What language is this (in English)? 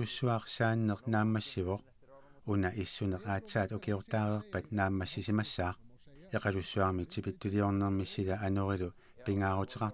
Kalaallisut